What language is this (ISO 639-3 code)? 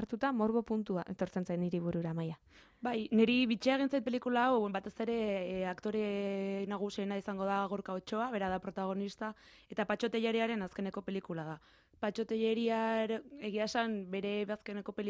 eus